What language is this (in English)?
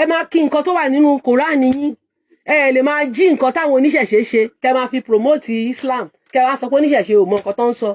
Yoruba